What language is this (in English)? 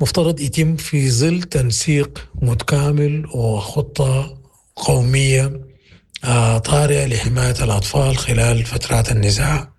Sudanese Arabic